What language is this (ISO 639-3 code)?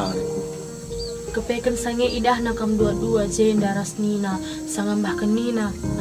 btx